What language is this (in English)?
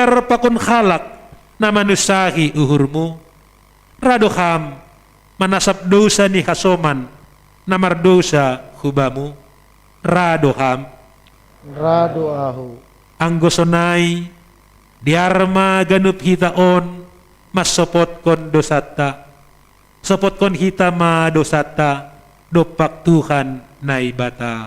Batak Simalungun